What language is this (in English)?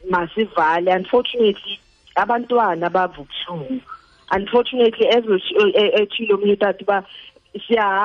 Xhosa